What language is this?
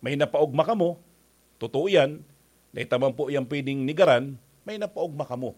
Bikol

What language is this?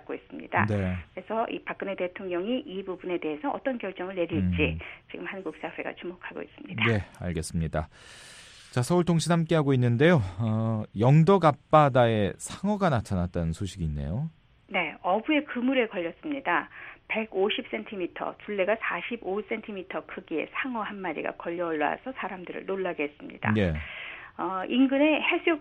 Korean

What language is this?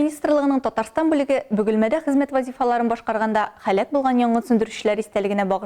Tatar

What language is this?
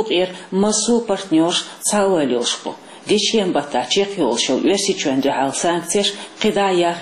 Chechen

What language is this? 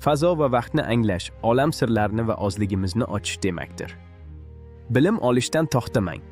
Uzbek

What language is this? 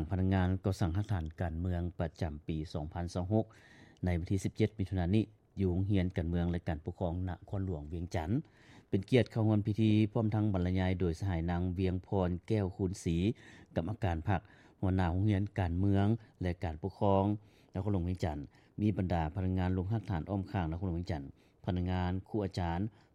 Lao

